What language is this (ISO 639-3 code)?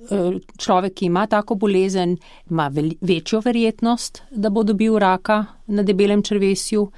slv